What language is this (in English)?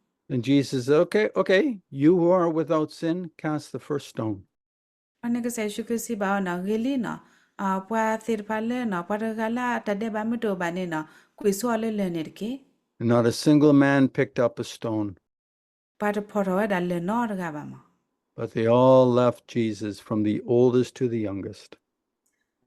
S'gaw Karen